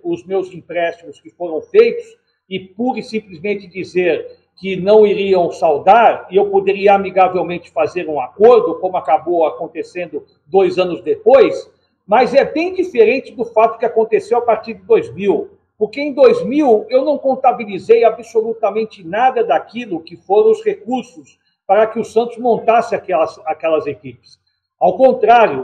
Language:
Portuguese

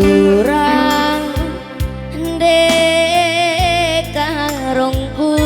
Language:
Batak Karo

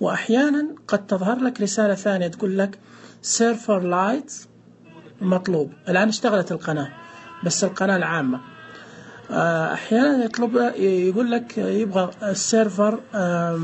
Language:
Najdi Arabic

